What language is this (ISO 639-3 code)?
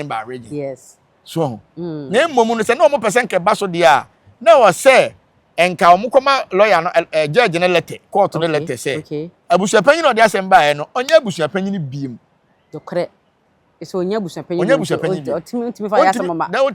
aka